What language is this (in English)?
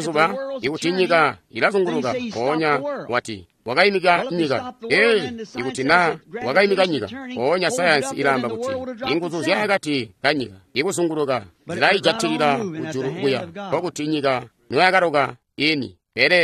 Tonga (Zambia)